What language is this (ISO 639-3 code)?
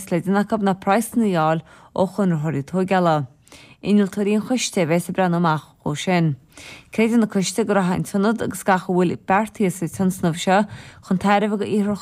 gle